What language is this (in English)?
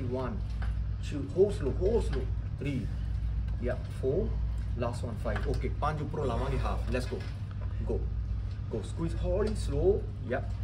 Punjabi